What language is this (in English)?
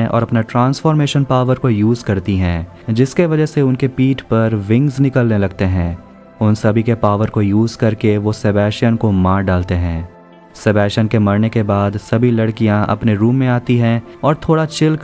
Hindi